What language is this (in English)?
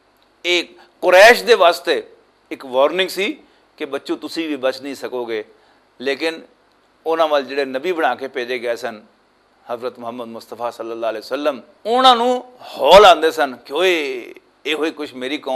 Western Panjabi